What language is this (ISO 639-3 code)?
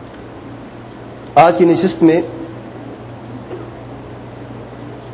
urd